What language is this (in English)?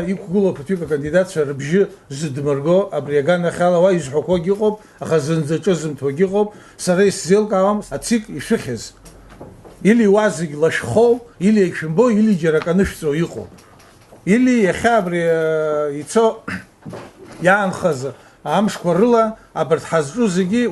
Abkhazian